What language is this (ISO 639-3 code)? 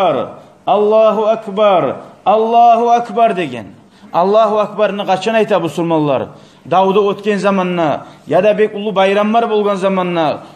kum